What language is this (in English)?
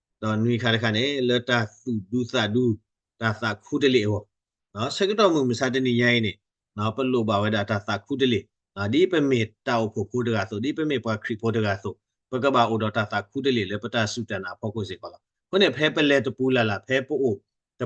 S'gaw Karen